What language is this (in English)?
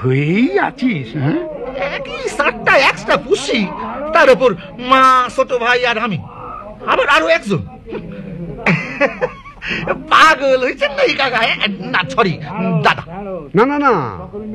Bangla